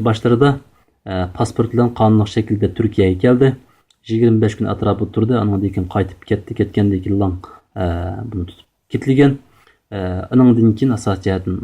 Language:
Uyghur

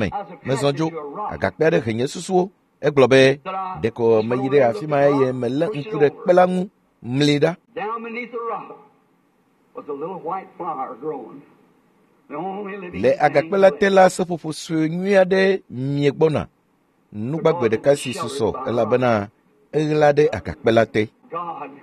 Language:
Ewe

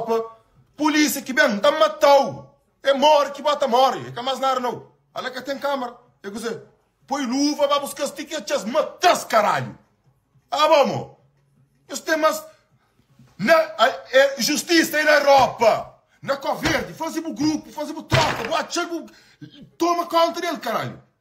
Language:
Kabuverdianu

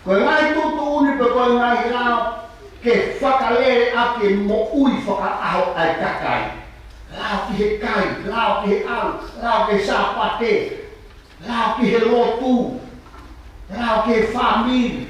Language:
Tongan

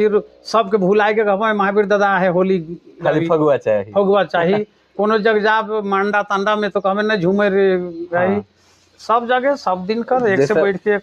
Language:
Sadri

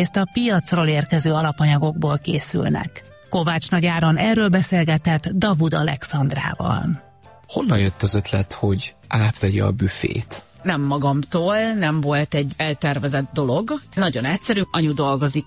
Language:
Hungarian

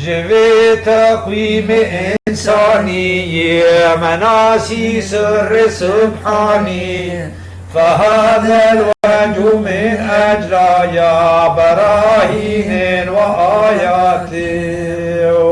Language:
Kurdish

